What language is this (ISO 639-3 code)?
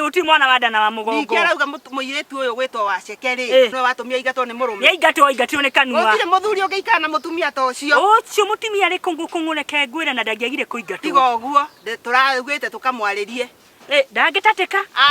kik